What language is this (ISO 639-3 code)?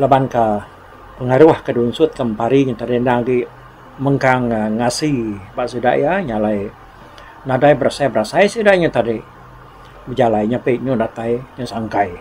iba